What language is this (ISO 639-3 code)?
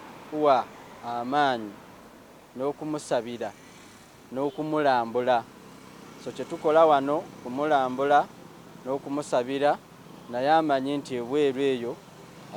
lug